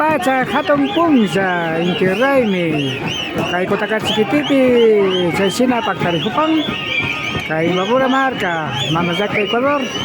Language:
Imbabura Highland Quichua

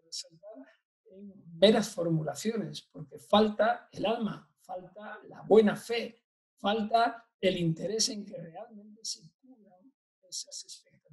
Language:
Spanish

